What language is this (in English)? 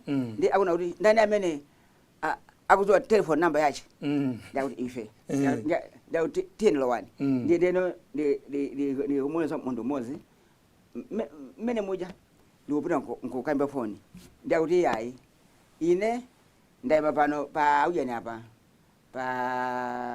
Nyanja